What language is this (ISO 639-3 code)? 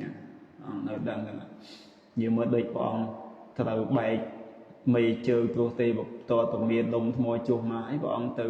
khm